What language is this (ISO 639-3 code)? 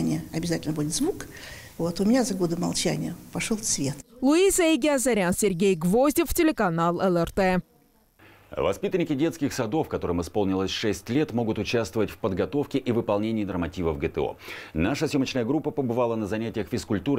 rus